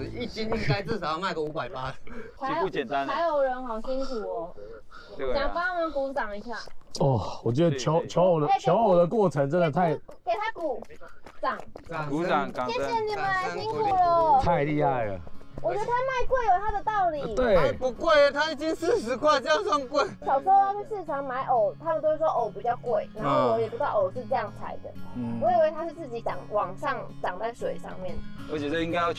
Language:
Chinese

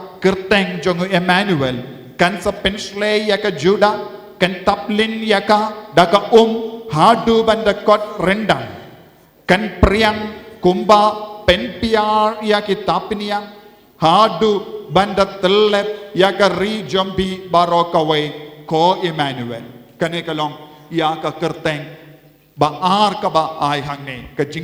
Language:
Khasi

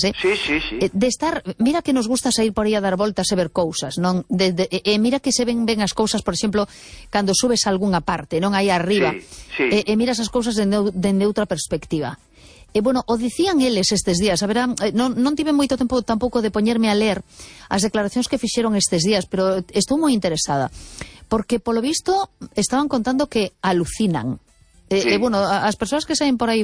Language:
Galician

